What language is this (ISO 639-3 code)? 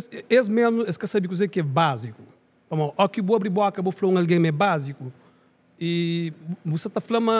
kea